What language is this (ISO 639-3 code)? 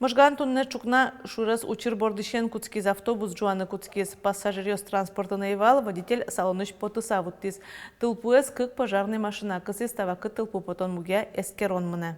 udm